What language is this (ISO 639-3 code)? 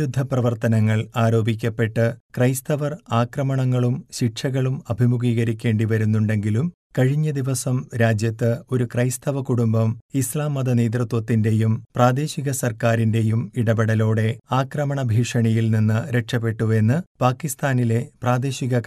mal